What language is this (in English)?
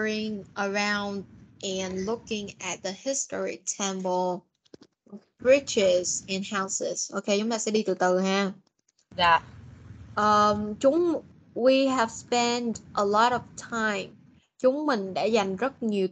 Vietnamese